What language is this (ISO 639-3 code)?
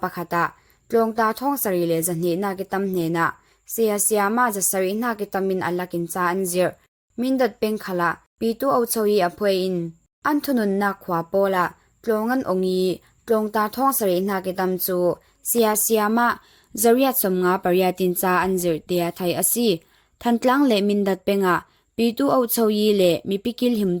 cfm